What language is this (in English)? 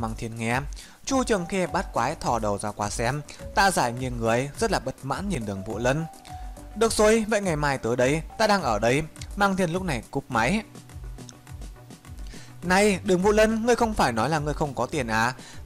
Vietnamese